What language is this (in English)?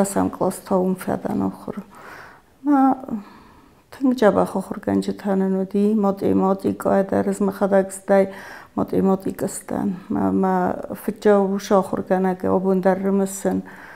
Ossetic